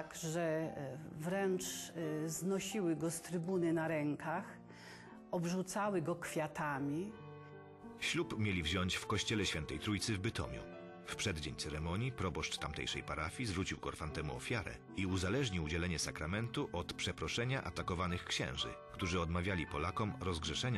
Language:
Polish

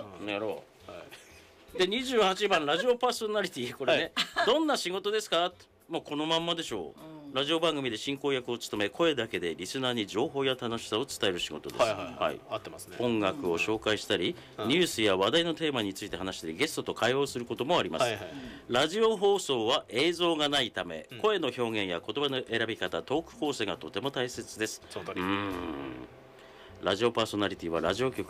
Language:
Japanese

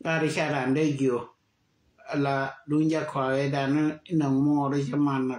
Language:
Nuer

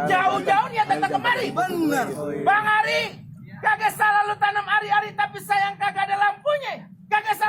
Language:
Betawi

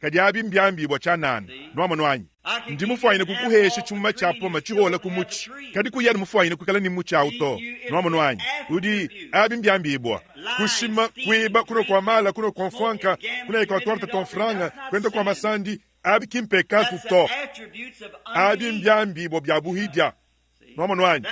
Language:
Luba-Lulua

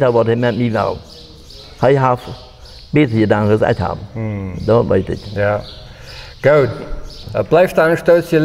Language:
Plautdietsch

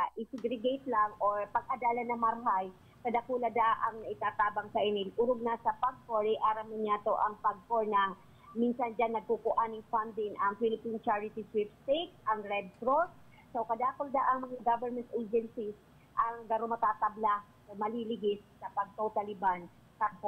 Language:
Bikol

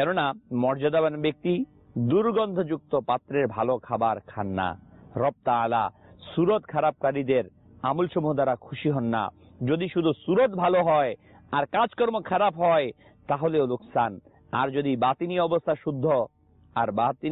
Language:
Bangla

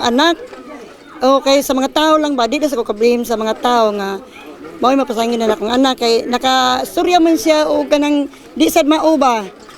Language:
Cebuano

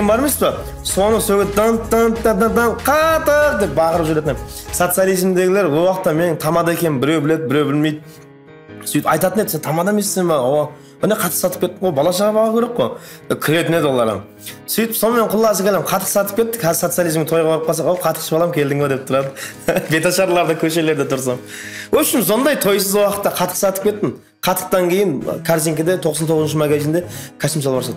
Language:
Kara-Kalpak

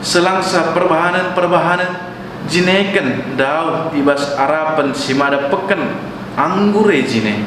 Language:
Batak Karo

